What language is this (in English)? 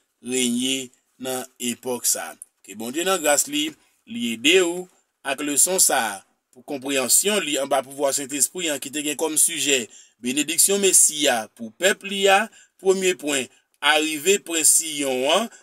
Haitian Creole